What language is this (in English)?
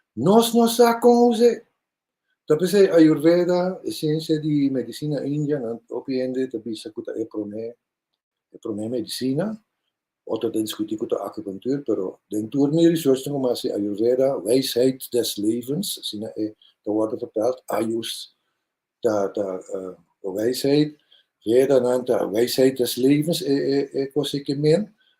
Papiamento